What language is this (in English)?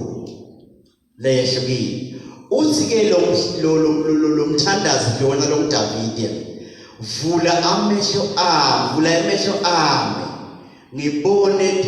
Swati